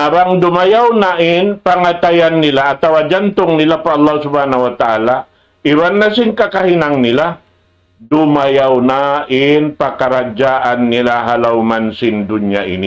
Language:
Tausug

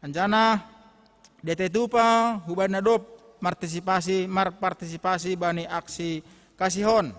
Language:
Batak Simalungun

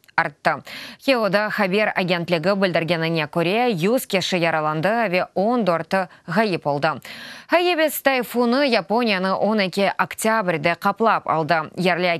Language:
Crimean Tatar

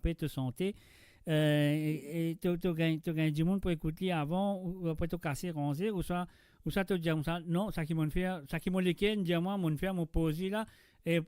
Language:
Morisyen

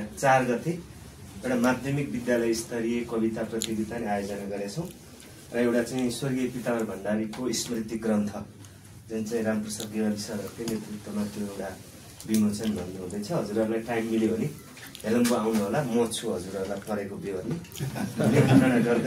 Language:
Nepali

